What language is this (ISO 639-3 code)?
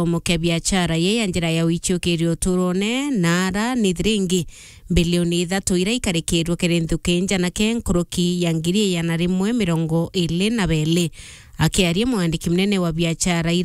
mer